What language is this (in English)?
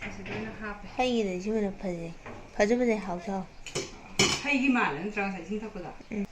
Manipuri